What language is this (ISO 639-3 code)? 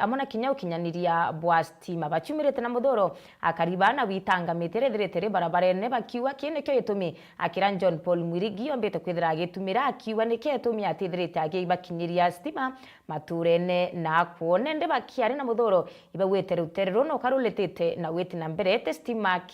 mer